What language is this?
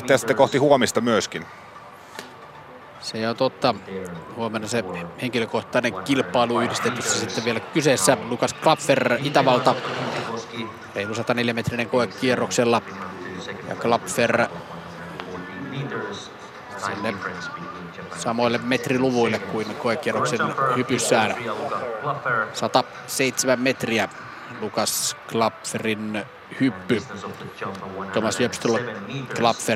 Finnish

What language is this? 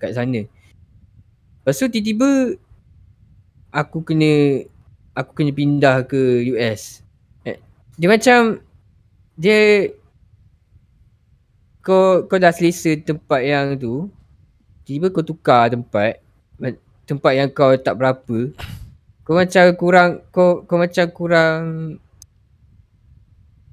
Malay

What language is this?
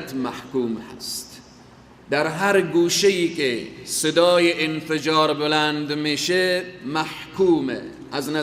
Persian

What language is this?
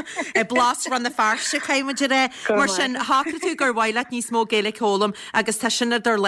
Irish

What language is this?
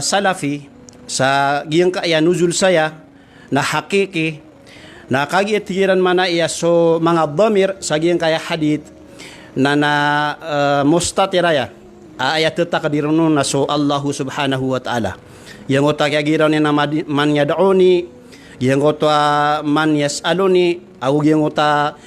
Maranao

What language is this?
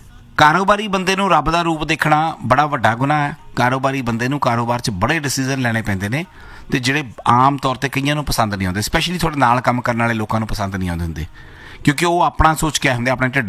Punjabi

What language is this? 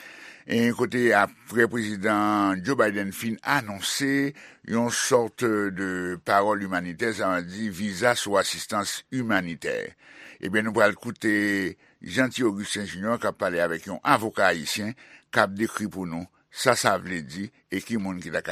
Haitian Creole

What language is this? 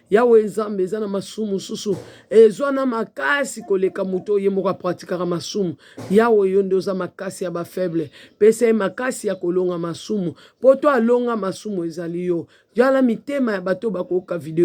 Lingala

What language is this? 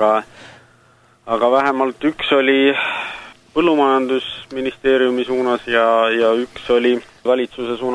Estonian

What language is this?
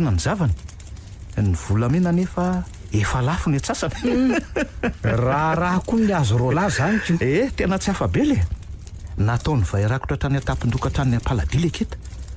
Malagasy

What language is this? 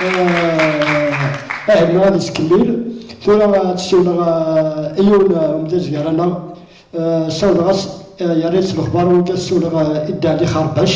Kabyle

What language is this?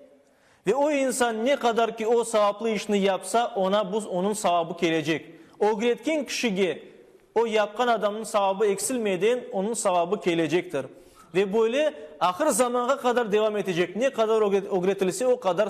Crimean Tatar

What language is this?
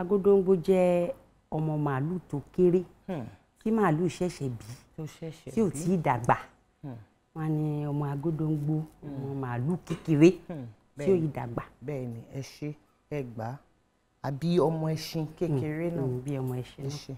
Yoruba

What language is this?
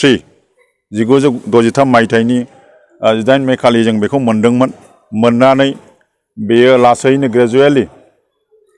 Bodo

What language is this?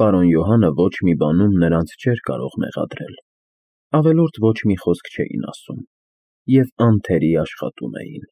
Armenian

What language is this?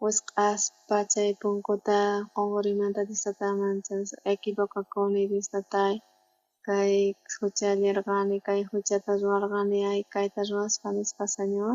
South Bolivian Quechua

